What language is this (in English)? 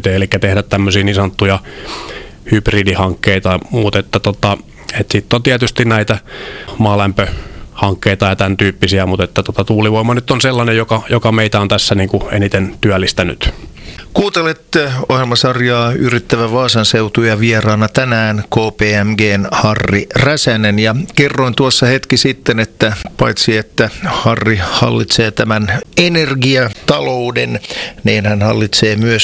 Finnish